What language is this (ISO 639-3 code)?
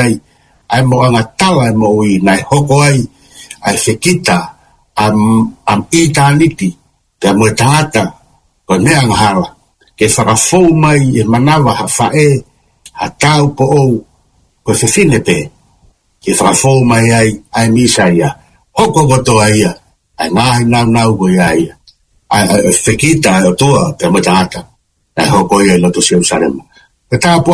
ton